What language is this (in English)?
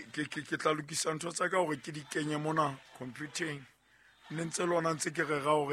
Southern Sotho